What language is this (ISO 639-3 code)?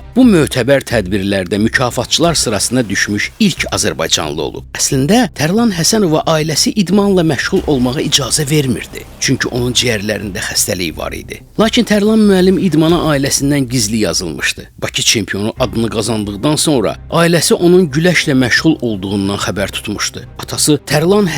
aze